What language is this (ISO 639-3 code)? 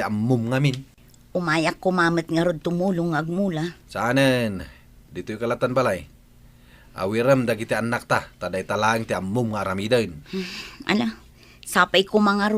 ilo